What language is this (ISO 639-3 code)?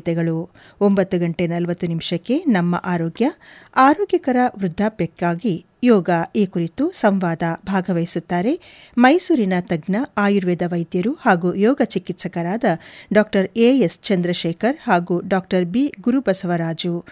kan